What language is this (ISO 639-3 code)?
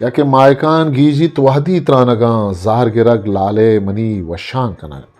bgp